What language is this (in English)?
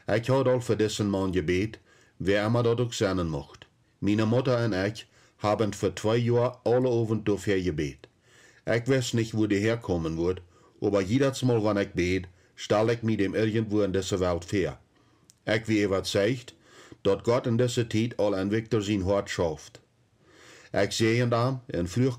Plautdietsch